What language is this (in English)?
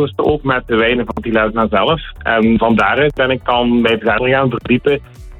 Dutch